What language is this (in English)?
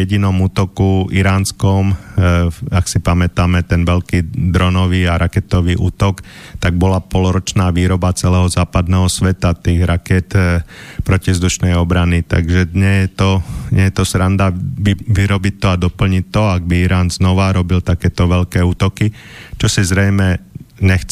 Slovak